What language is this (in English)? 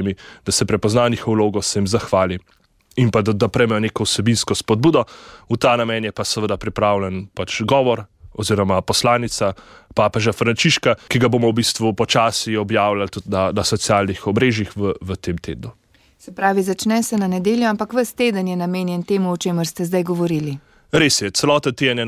Slovenian